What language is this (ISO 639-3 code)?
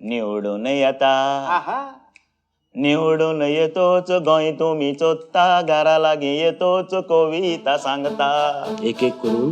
kok